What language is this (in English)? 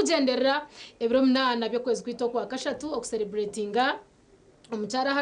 Nyankole